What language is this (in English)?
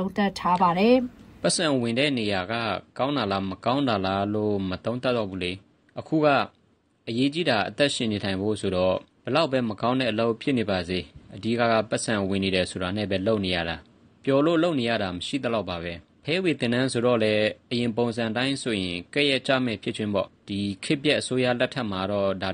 Burmese